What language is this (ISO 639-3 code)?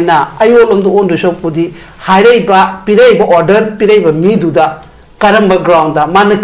mni